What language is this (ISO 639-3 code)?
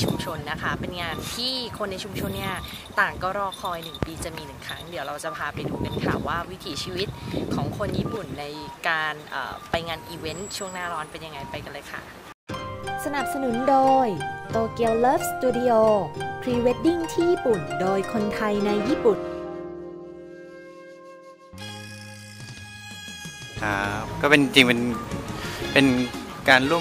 tha